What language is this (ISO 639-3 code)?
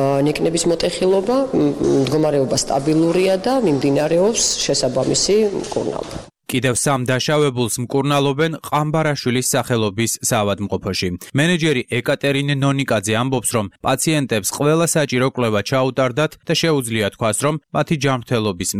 kat